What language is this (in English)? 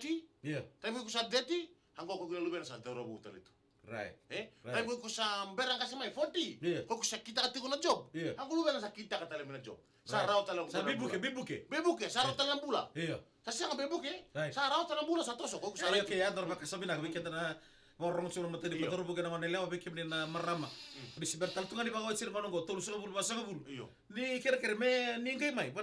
Fijian